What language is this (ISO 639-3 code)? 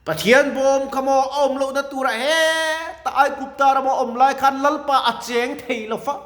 lus